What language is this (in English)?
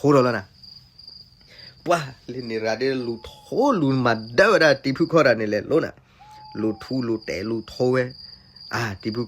S'gaw Karen